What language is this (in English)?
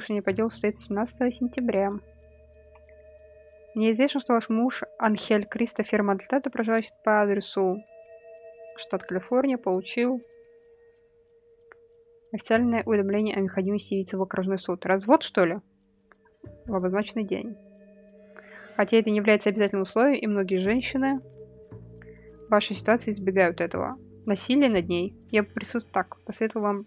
Russian